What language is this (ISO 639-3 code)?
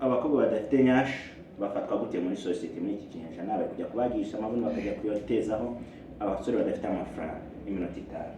kin